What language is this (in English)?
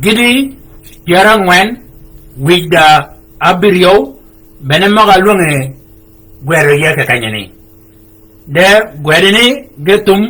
Shilluk